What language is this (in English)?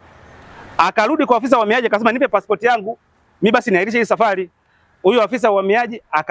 Swahili